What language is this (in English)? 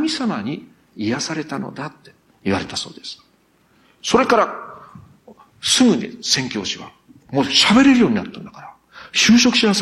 Japanese